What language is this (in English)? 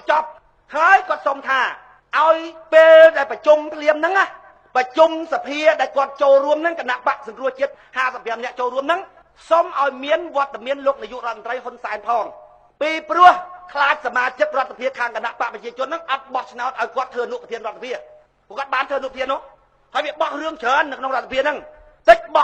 Khmer